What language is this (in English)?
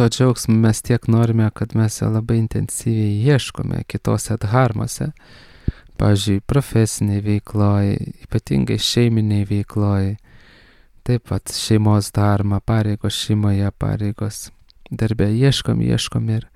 Lithuanian